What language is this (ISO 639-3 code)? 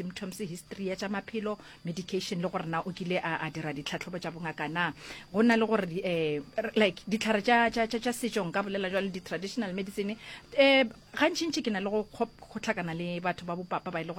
nso